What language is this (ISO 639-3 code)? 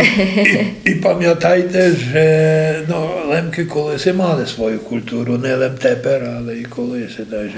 rue